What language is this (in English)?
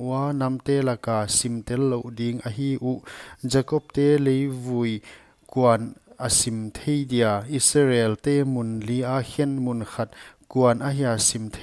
Paite Chin